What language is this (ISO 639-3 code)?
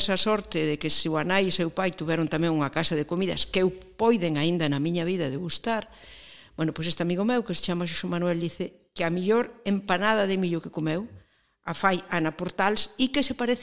glg